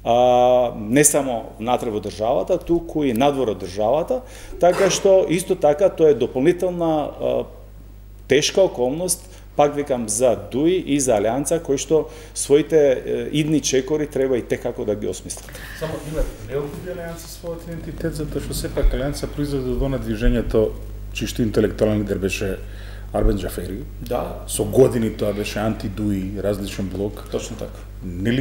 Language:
Macedonian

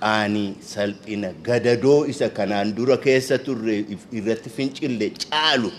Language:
Oromo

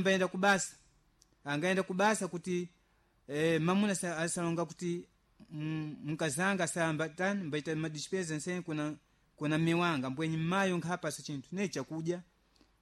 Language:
Sena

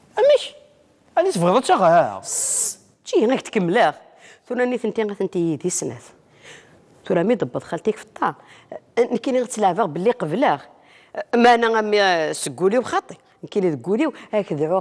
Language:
Kabyle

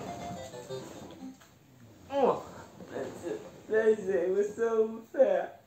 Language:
Dutch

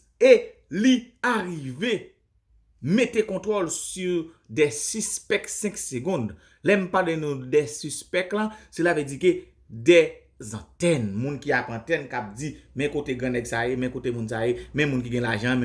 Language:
Haitian Creole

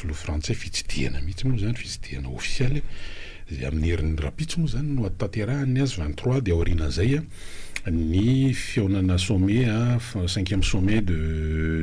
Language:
Malagasy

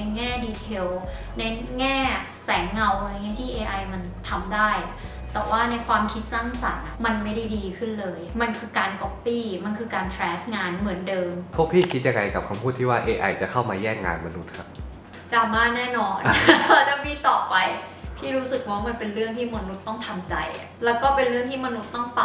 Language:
Thai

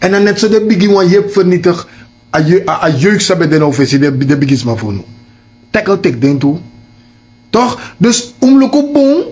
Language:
Sranan Tongo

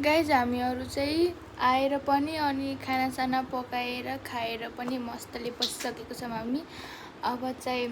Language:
Nepali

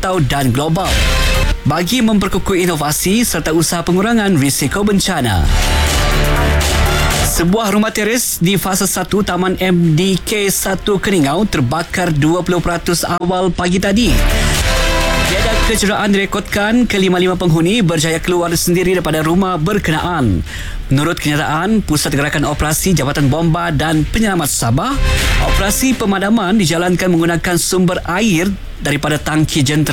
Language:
Malay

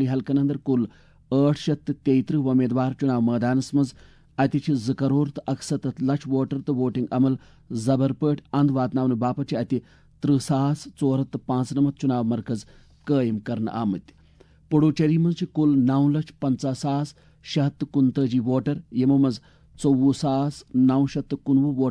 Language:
Kashmiri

